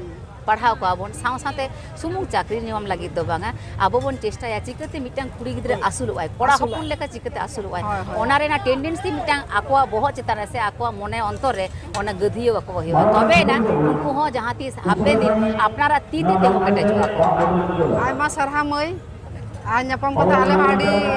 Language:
Santali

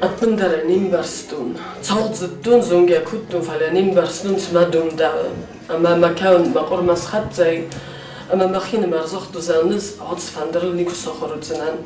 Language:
Ossetic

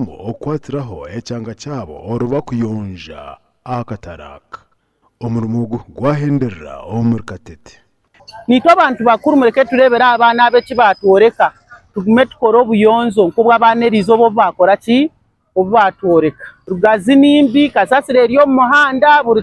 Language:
Nyankole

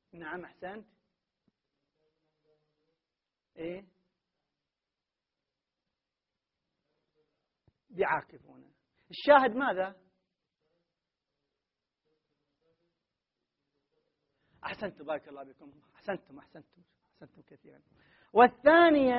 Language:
Arabic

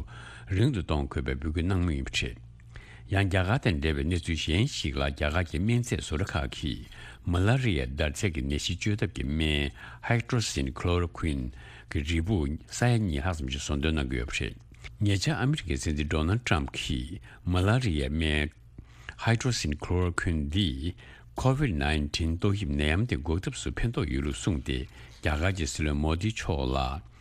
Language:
Tibetan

